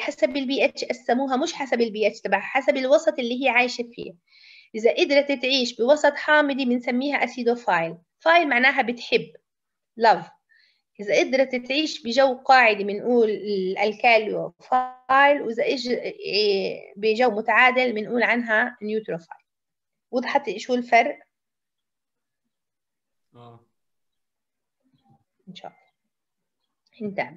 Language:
South Levantine Arabic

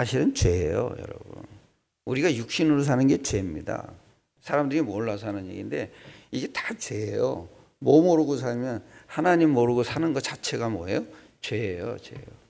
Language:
Korean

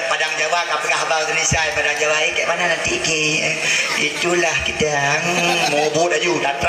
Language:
Achinese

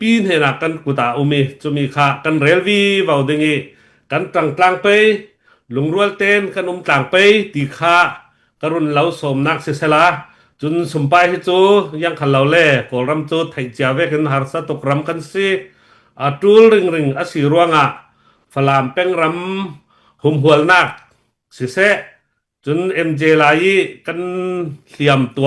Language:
Falam Chin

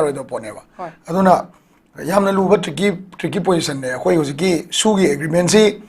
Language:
Manipuri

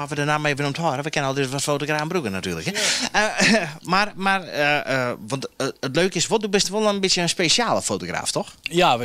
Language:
Western Frisian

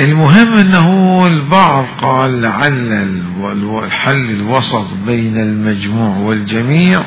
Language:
Mesopotamian Arabic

